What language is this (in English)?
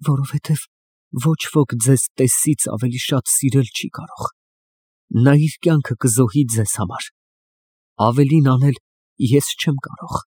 Armenian